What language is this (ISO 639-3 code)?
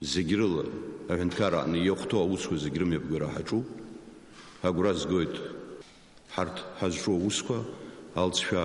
abk